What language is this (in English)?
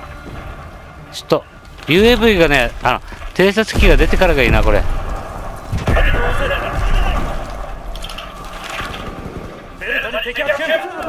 Japanese